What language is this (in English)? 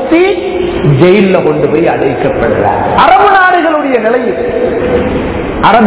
Tamil